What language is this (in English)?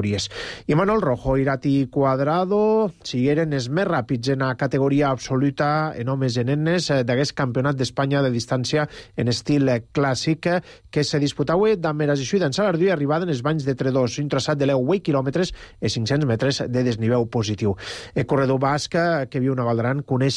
Catalan